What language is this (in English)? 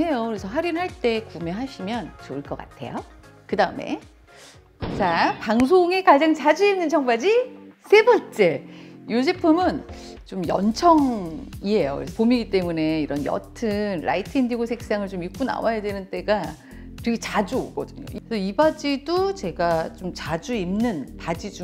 Korean